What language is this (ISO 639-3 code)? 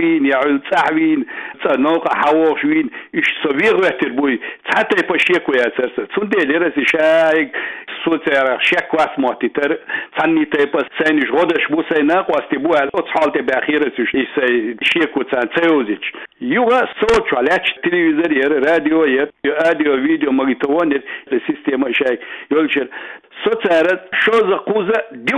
che